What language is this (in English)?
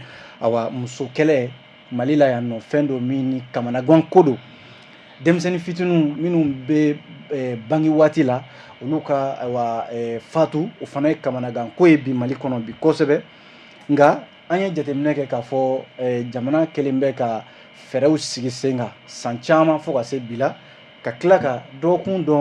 Bambara